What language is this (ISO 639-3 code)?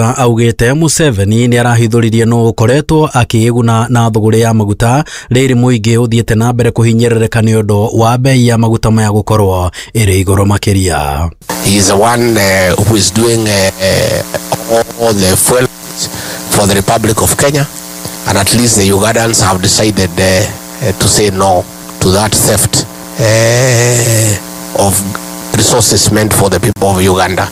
kik